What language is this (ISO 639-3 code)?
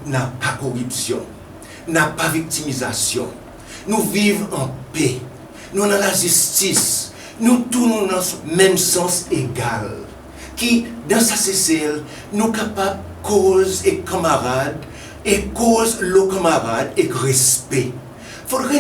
crs